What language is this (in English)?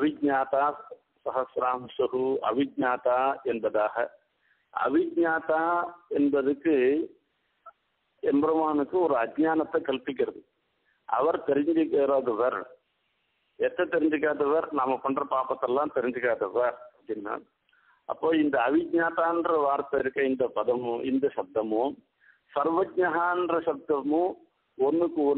Tamil